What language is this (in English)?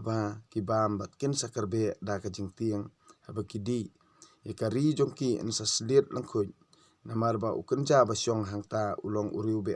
Khasi